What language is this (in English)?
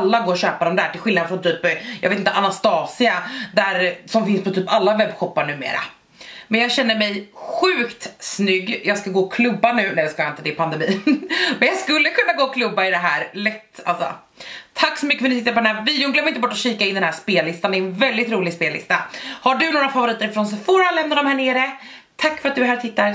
Swedish